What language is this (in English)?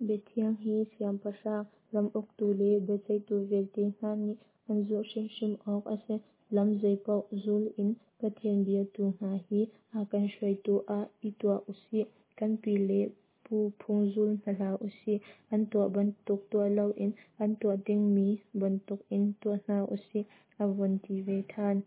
Hakha Chin